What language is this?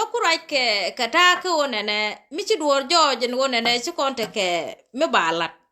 Nuer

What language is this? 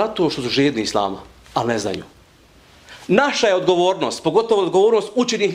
Bosnian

